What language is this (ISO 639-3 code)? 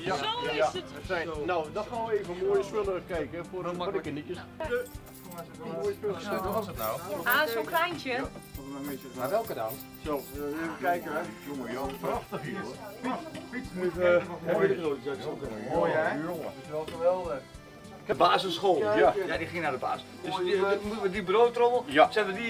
nld